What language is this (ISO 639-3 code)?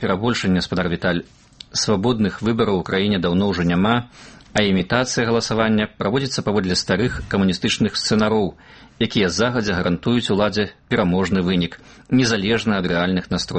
bel